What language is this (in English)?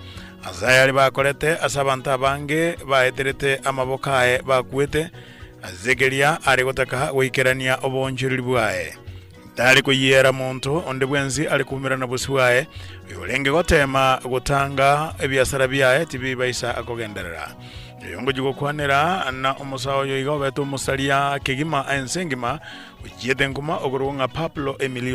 Gusii